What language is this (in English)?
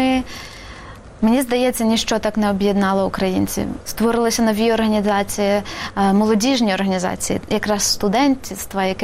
Ukrainian